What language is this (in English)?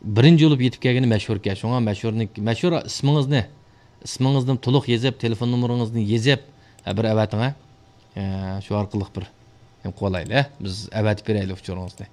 Uyghur